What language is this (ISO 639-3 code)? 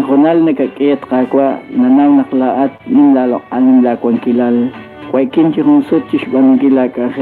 kek